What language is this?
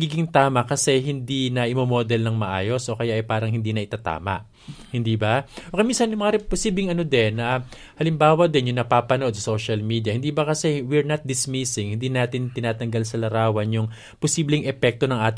Filipino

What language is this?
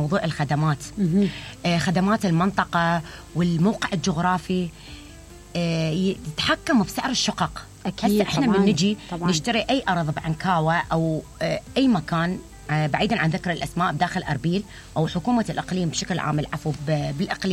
Mesopotamian Arabic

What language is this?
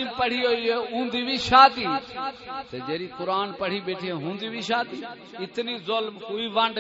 Saraiki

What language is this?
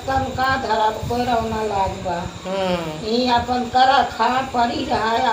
Awadhi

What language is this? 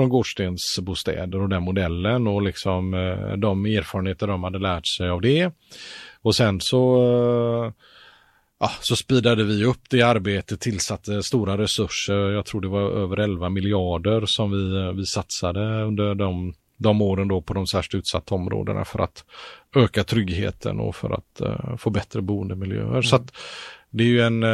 Swedish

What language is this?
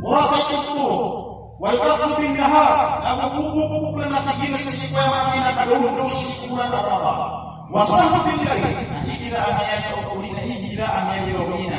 Maranao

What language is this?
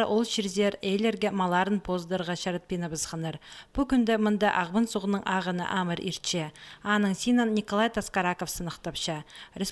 Khakas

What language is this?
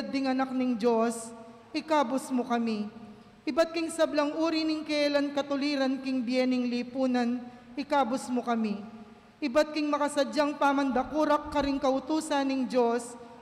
Pampanga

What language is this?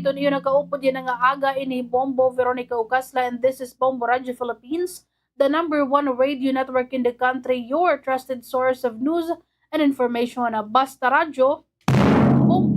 Waray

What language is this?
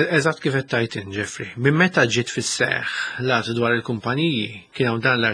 Maltese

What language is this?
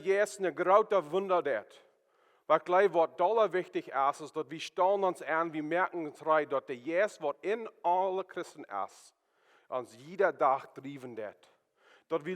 Plautdietsch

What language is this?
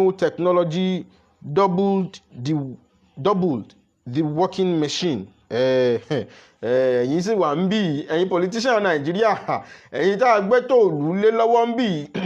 Yoruba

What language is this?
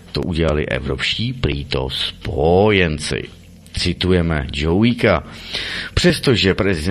Czech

